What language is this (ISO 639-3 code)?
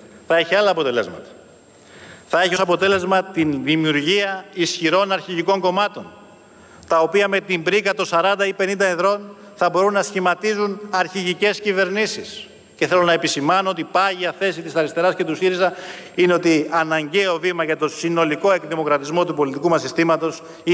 ell